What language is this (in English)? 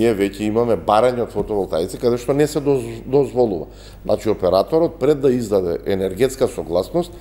Macedonian